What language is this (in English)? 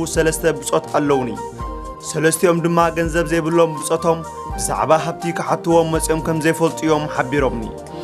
Tigrinya